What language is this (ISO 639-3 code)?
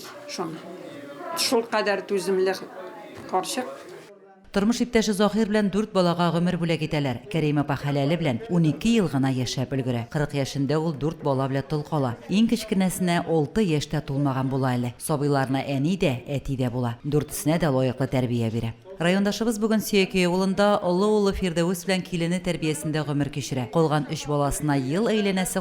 tat